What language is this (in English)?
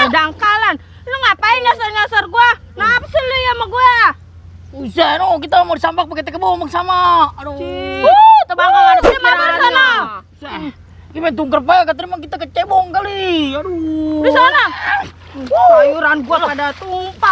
Betawi